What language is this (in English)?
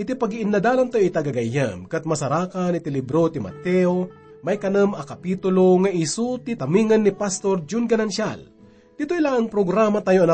Iloko